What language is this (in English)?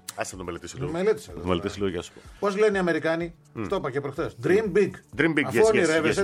Greek